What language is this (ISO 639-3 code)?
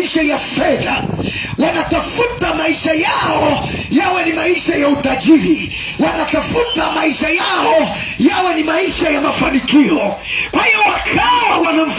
swa